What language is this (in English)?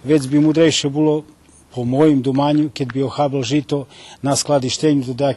Rusyn